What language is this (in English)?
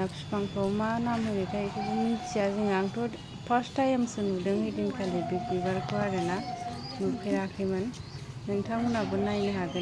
Bodo